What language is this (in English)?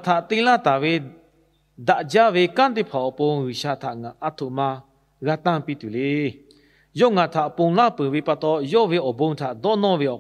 Lahu